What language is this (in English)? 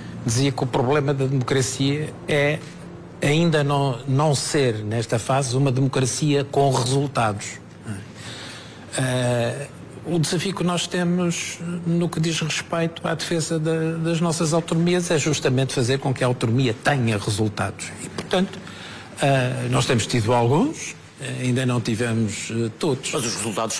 Portuguese